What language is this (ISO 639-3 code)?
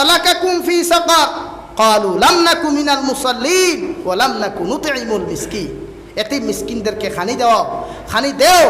syl